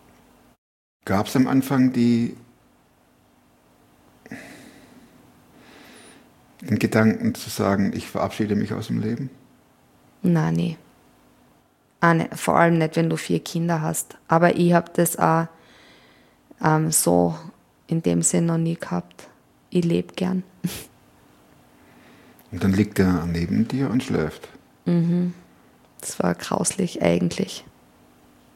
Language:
German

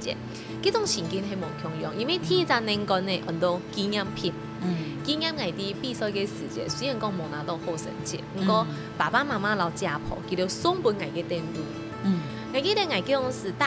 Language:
Hakka Chinese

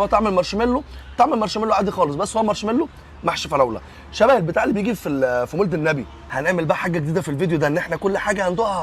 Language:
Egyptian Arabic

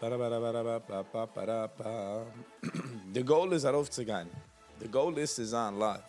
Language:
Yiddish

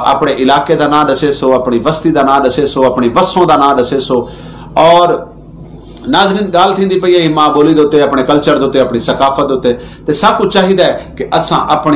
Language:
Saraiki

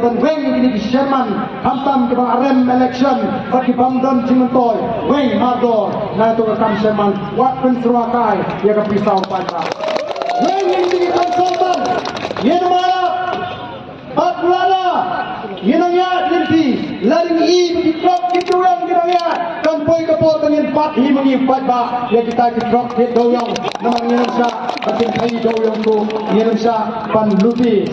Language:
Khasi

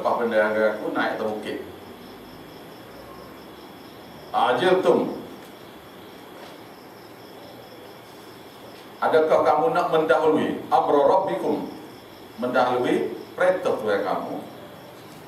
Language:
Malay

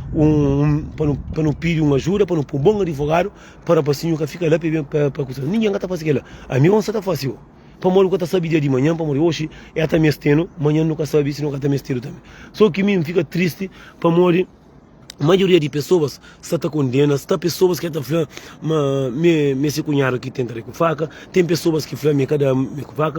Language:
Kabuverdianu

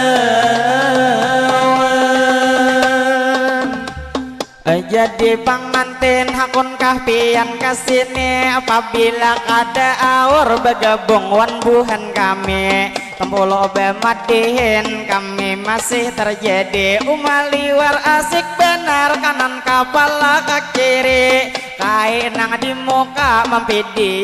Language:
Banjar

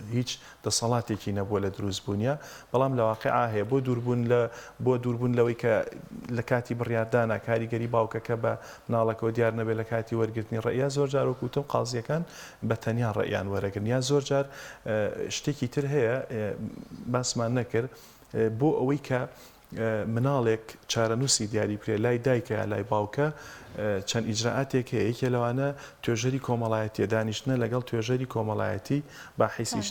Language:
Central Kurdish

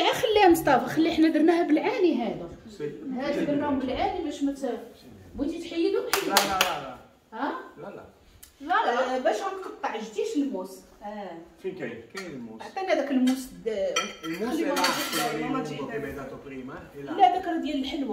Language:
Moroccan Arabic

